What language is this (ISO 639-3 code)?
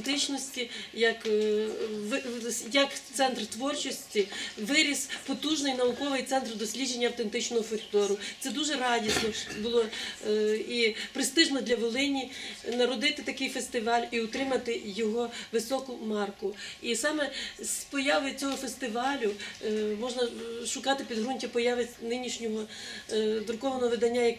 ukr